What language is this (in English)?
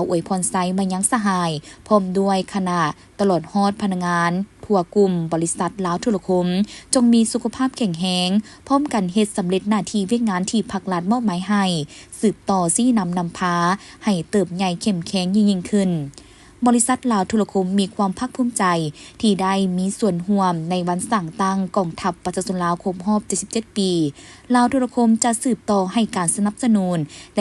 Lao